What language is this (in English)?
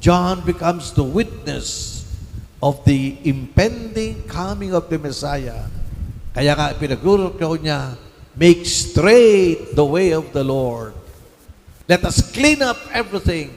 Bikol